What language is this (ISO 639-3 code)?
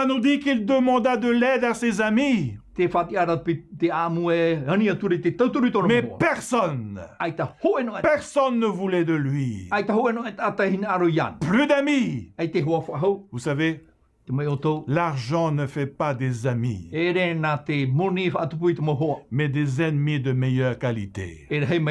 tah